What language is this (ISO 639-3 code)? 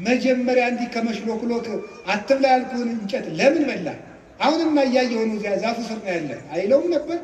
amh